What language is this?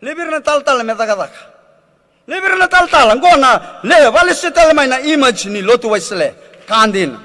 Fijian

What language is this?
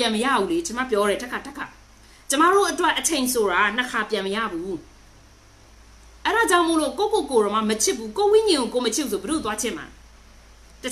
Burmese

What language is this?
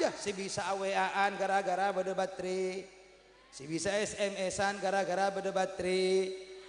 Madurese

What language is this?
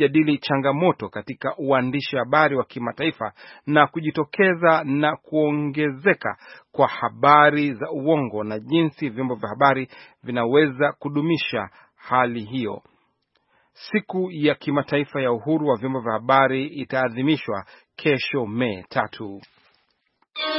Swahili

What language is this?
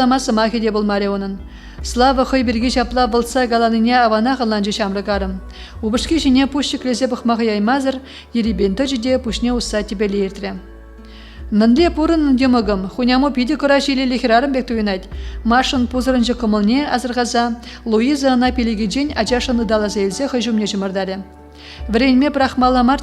Chuvash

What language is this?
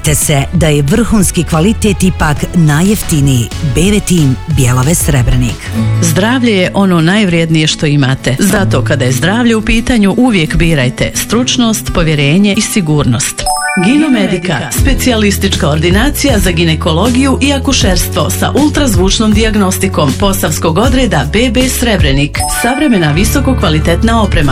Bosnian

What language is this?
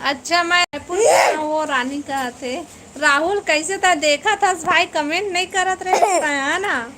Chhattisgarhi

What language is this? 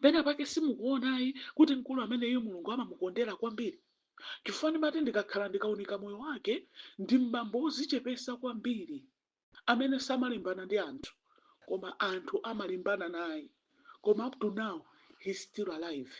Nyanja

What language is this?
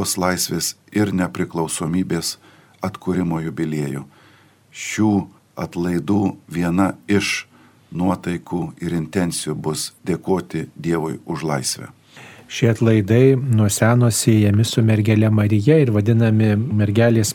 Lithuanian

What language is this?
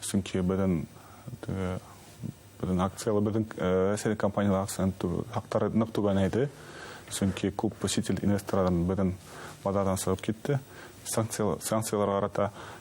Bashkir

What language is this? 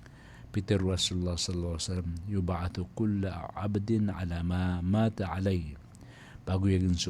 Maranao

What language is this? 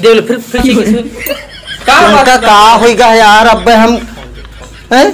Awadhi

